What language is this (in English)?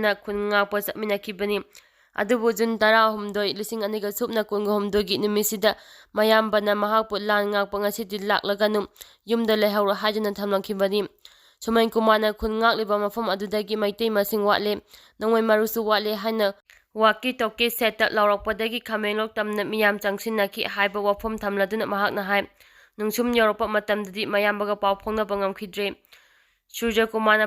Manipuri